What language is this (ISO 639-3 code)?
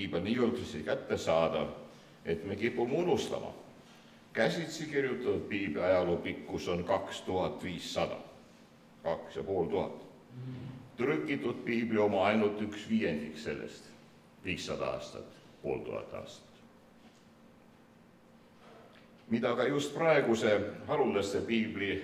est